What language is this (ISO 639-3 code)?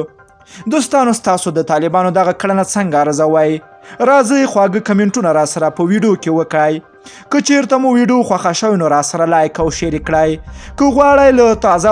pus